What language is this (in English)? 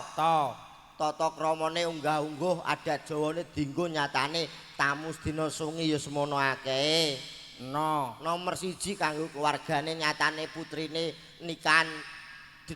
Javanese